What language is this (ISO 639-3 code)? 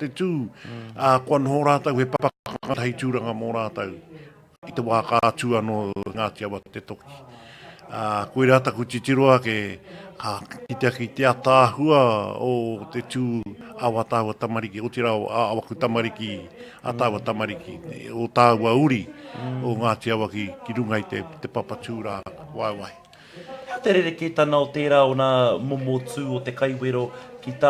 mri